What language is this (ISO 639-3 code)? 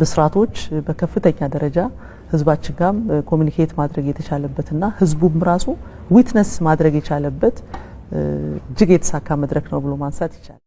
amh